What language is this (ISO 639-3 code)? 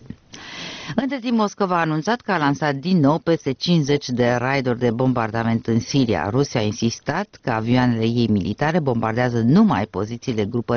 ron